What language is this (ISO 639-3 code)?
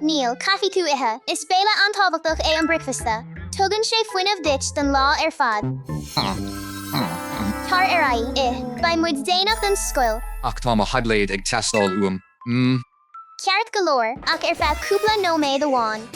gle